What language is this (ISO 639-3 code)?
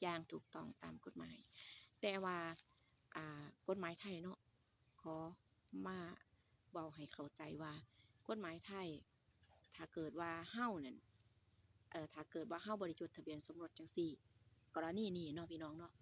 tts